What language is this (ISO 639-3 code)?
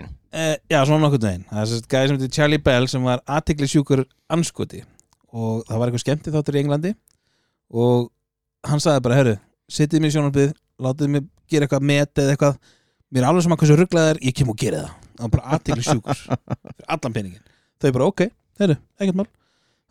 isl